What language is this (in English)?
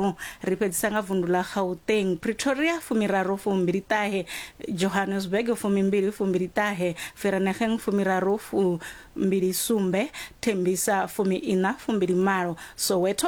Venda